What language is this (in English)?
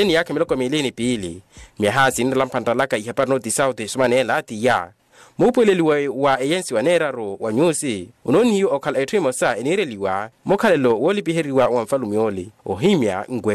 Makhuwa